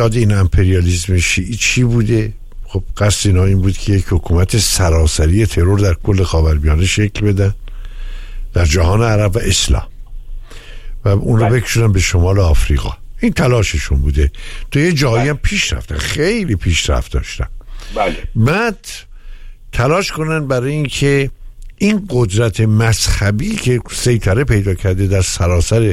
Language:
Persian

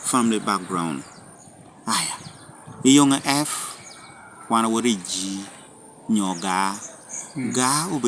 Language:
Lango (Uganda)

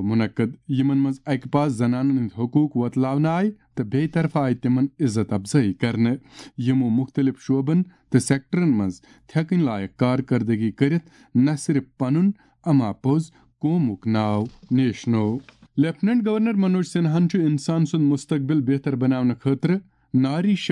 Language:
Kashmiri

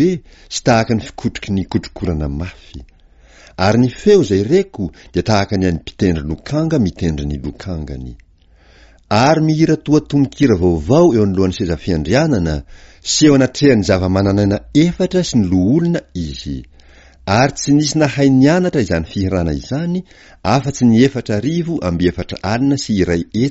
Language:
Malagasy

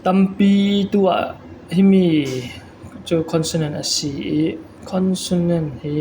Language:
Falam Chin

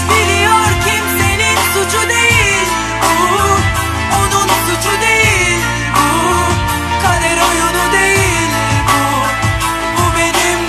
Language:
Turkish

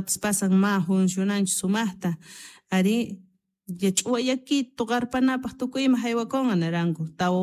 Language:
South Bolivian Quechua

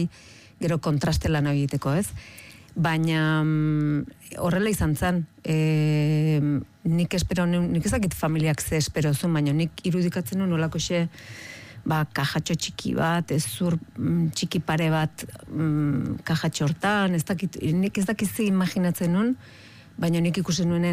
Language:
Basque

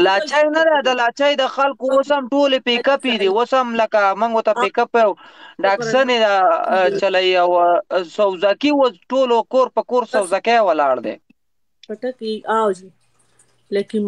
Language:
Pashto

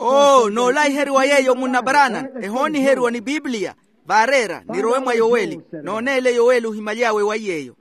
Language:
Makhuwa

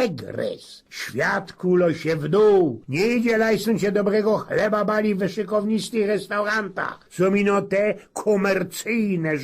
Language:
Silesian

